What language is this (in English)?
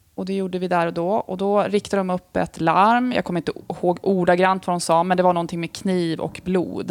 Swedish